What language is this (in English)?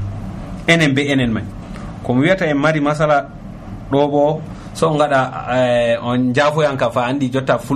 Nigerian Fulfulde